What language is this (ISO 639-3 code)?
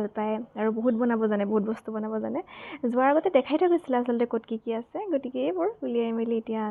asm